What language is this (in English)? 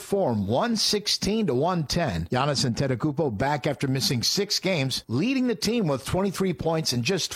English